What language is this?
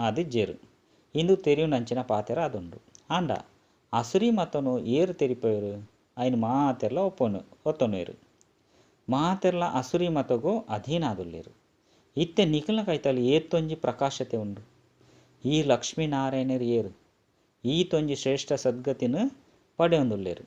Tulu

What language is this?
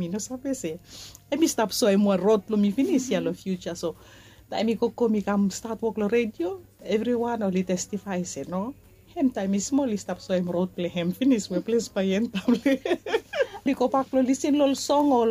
Bislama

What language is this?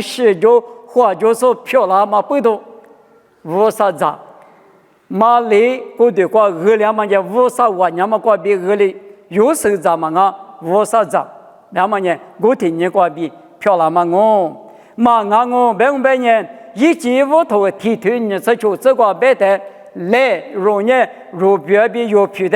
Lisu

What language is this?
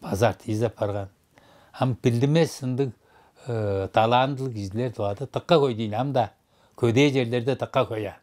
Tuvinian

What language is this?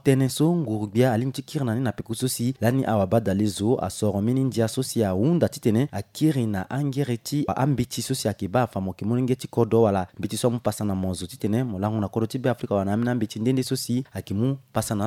Sango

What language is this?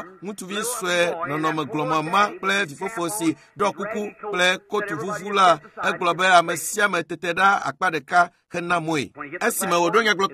Ewe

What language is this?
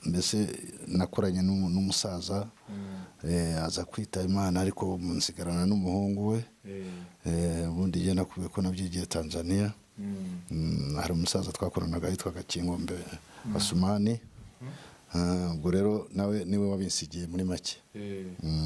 Kinyarwanda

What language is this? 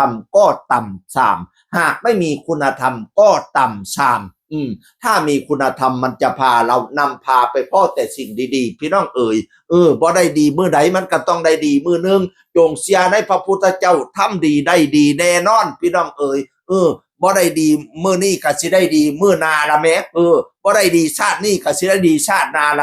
Northeastern Thai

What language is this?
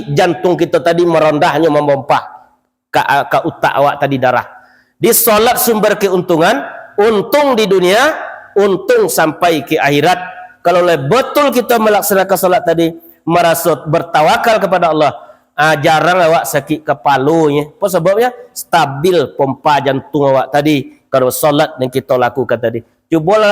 Minangkabau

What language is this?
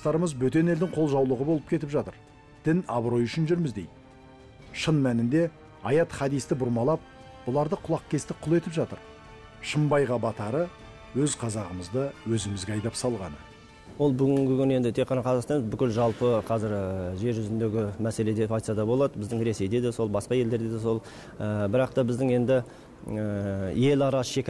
Kazakh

